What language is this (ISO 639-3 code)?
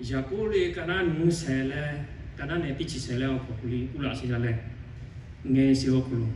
lhu